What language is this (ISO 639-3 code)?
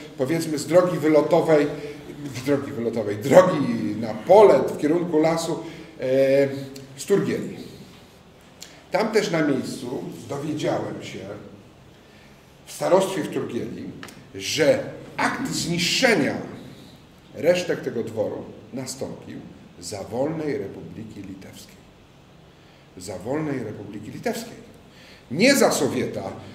pol